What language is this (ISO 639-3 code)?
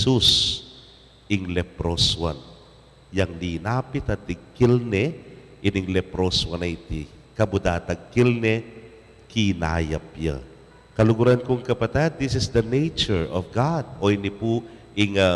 pam